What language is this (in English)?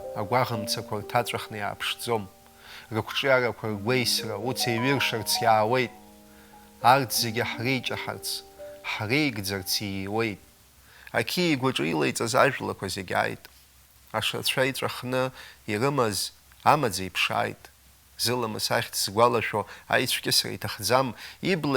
Abkhazian